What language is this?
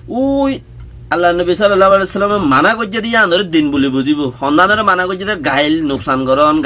Rohingya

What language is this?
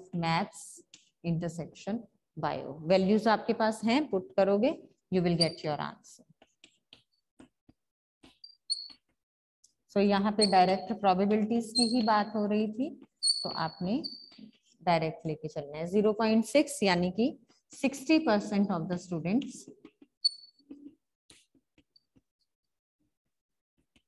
Hindi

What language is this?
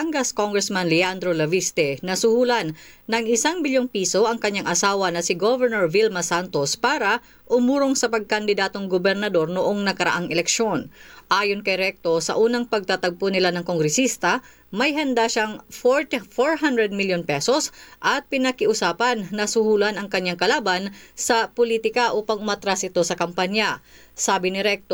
Filipino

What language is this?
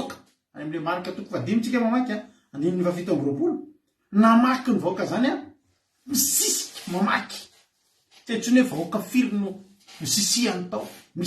Malagasy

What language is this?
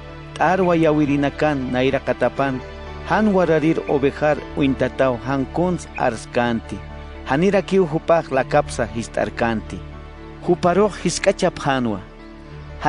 Aymara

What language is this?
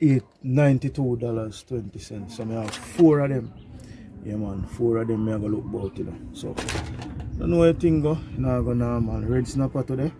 Jamaican Creole English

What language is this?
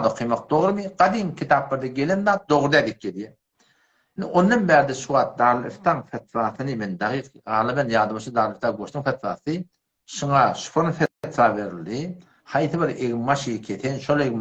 Turkmen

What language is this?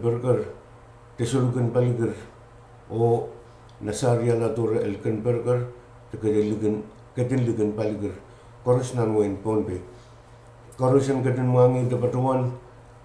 Pohnpeian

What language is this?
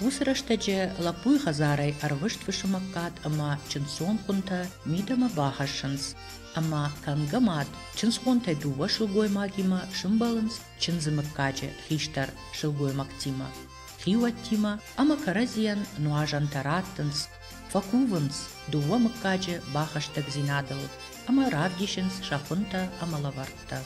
Ossetic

